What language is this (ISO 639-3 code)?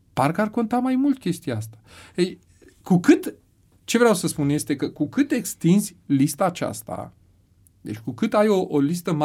ron